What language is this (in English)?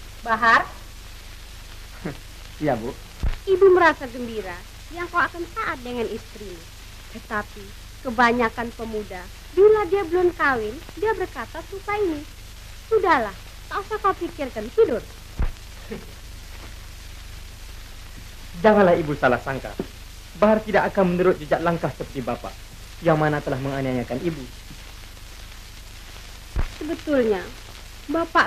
Malay